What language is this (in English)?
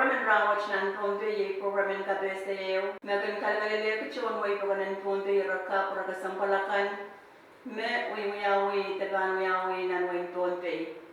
Pohnpeian